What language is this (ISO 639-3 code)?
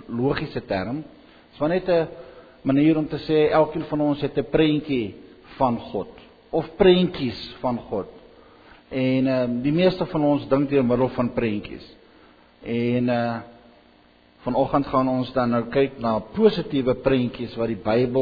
afr